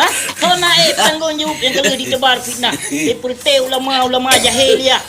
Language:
Achinese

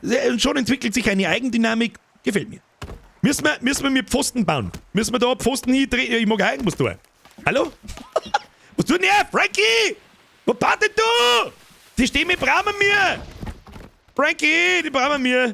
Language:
Bavarian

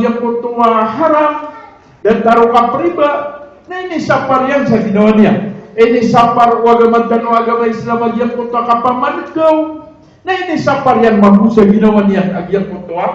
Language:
Maranao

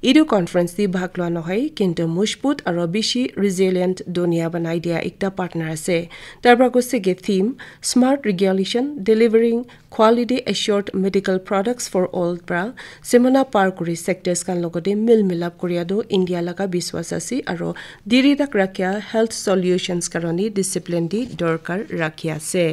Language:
Naga Pidgin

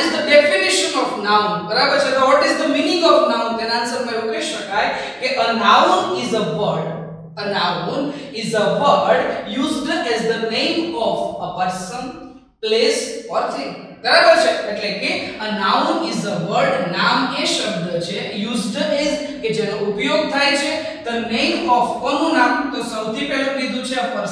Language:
Gujarati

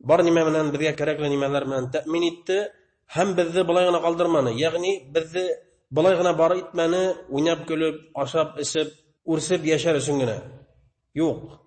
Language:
Bashkir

